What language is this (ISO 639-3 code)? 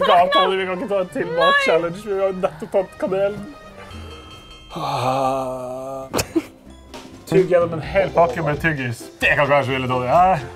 nor